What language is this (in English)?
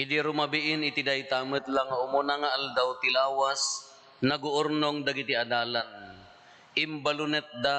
Iloko